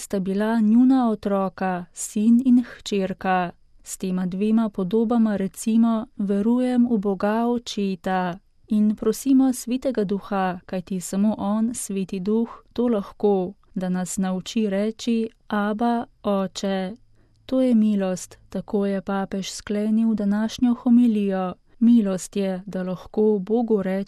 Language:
Slovenian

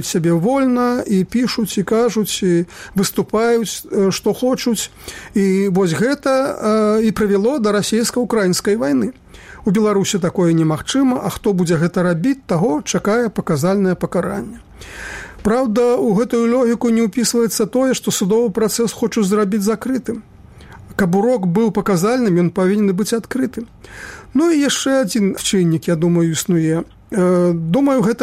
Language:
Belarusian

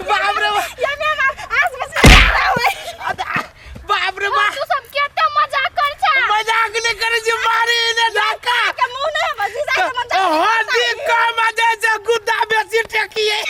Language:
Maithili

